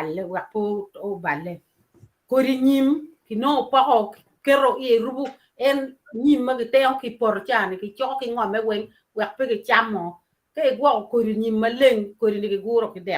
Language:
Acoli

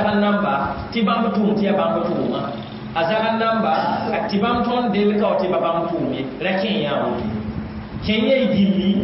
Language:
Mossi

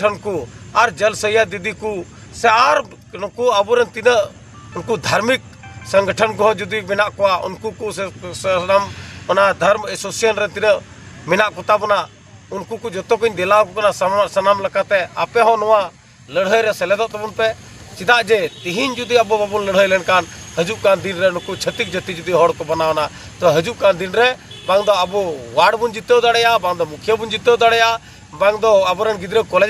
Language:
Santali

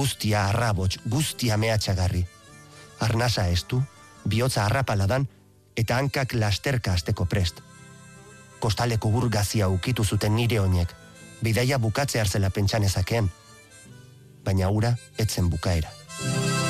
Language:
Basque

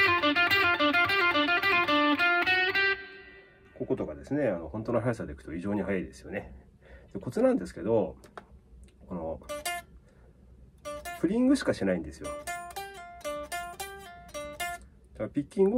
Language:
Japanese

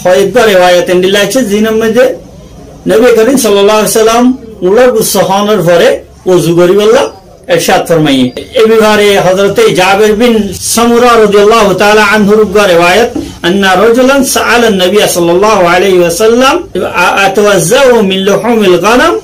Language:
Rohingya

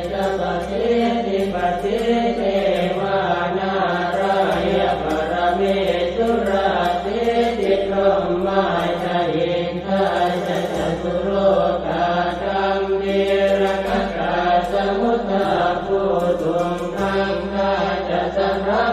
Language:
Pali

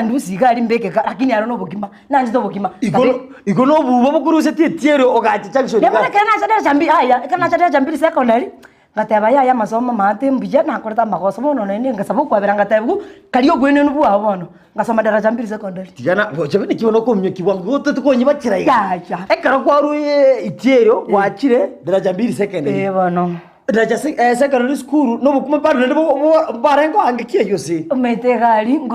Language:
Gusii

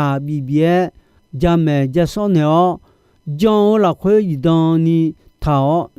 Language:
Akha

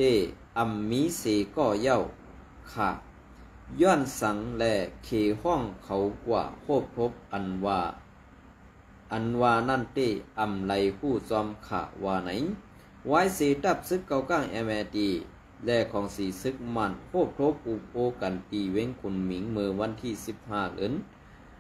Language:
Shan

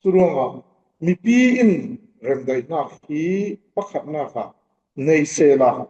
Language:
Falam Chin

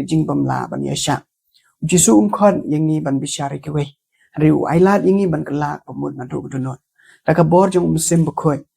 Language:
Khasi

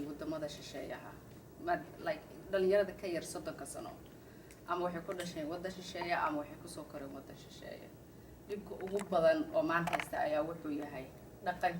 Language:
Somali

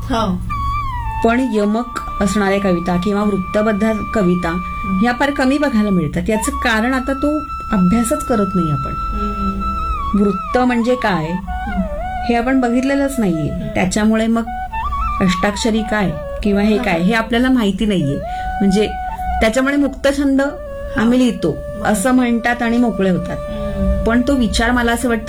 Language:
Marathi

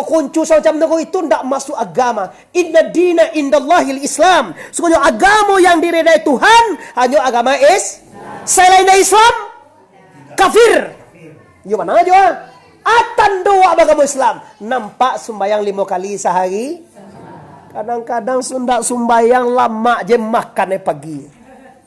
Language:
Minangkabau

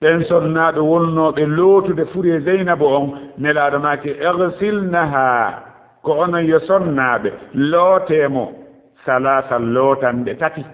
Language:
Fula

